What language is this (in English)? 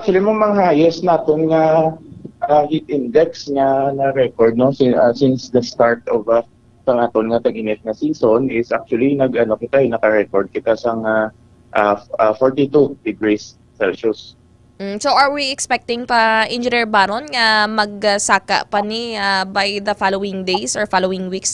Hiligaynon